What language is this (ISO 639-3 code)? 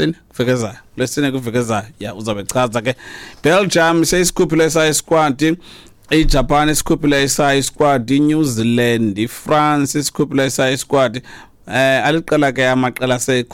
xho